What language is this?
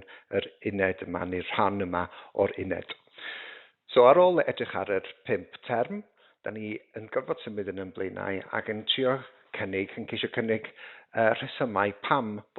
Welsh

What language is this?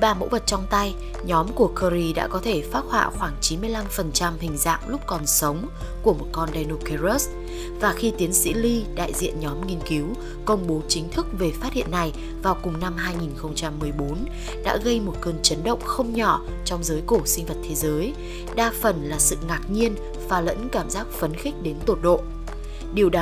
Vietnamese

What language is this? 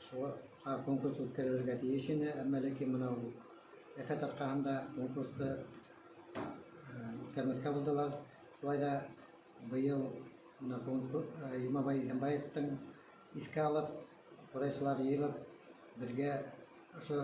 Bashkir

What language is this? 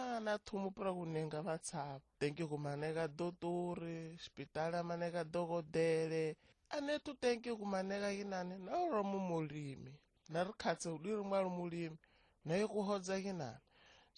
Tsonga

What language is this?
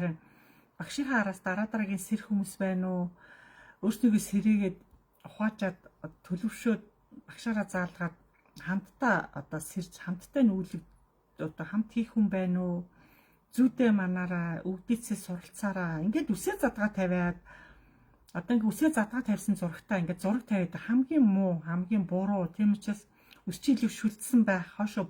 Mongolian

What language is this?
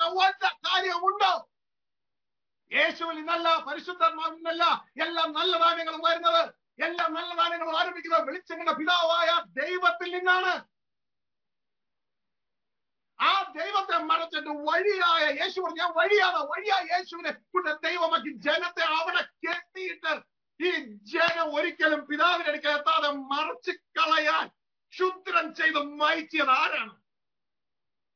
Malayalam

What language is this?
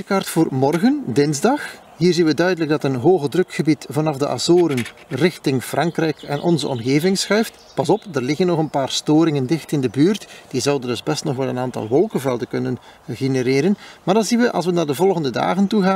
Dutch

